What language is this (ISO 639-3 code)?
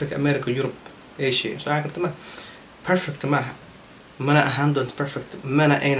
som